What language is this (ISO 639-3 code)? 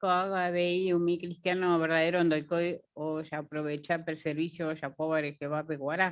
grn